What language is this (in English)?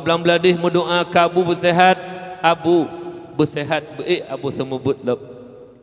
Achinese